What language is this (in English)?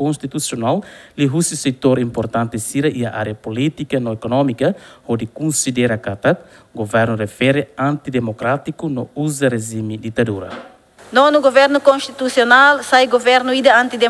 Tetum